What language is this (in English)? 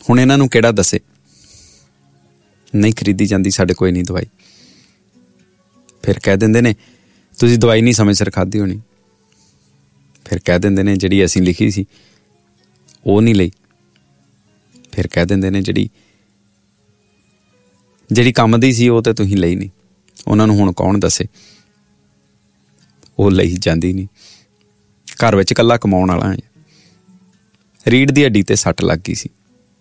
Punjabi